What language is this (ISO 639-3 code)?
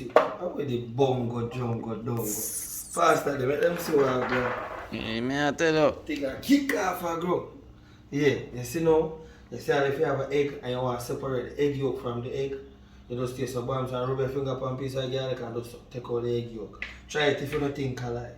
jam